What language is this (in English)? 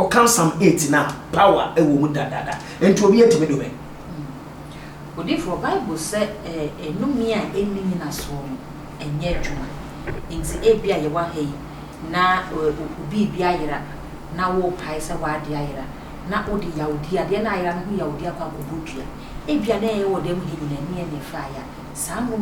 Akan